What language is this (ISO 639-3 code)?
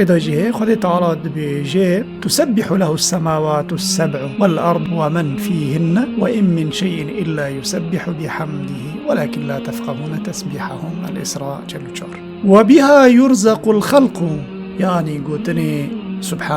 kur